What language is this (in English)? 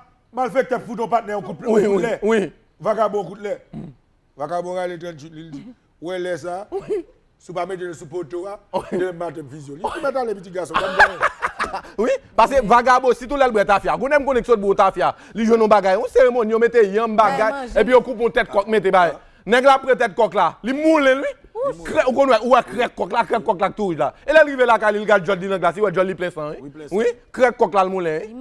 Haitian Creole